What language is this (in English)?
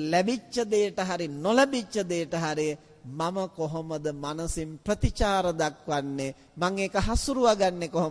Sinhala